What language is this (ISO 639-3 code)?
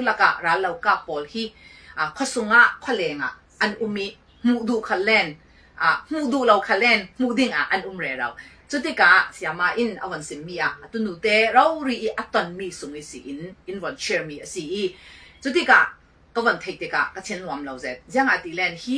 cfm